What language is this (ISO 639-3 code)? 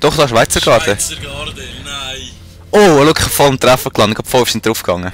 gsw